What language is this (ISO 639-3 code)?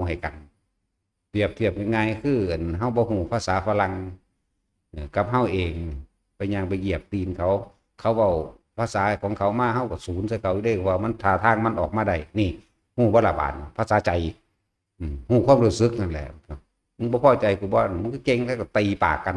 tts